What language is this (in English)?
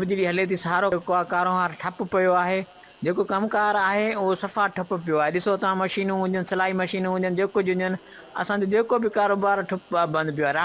Sindhi